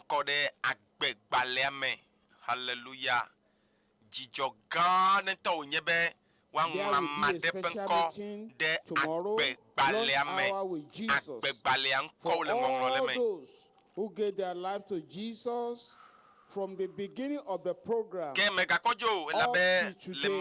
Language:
Ewe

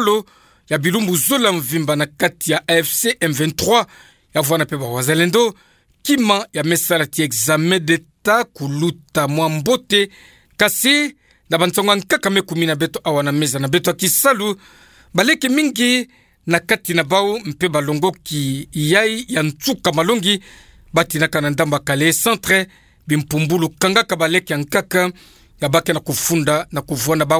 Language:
Kituba (Democratic Republic of Congo)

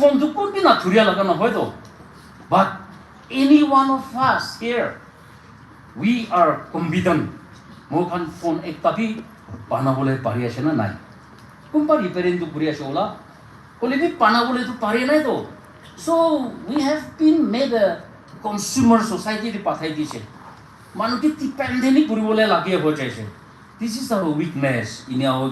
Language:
Naga Pidgin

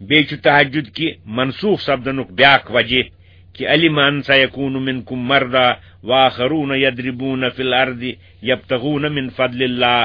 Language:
Kashmiri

